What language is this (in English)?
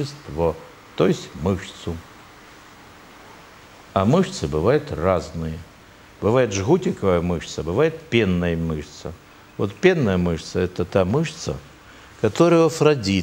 Russian